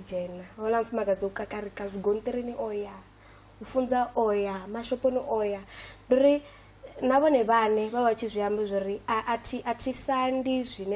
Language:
Venda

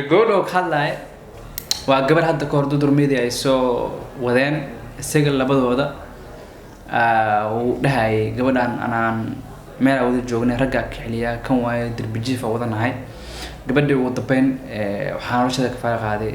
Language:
Somali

